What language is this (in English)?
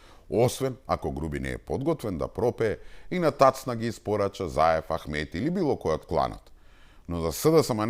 Macedonian